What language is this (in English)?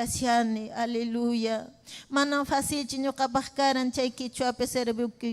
Ayacucho Quechua